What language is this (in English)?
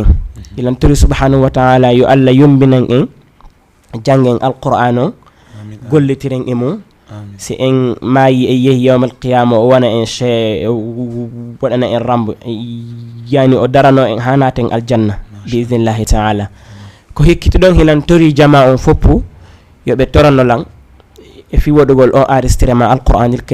Fula